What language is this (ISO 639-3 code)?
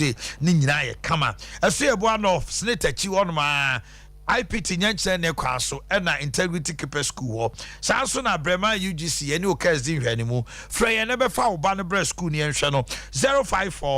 aka